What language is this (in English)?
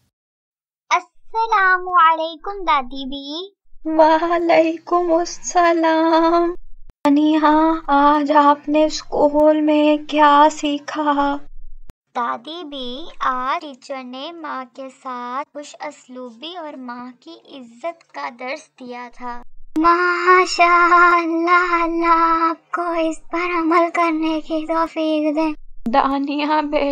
Urdu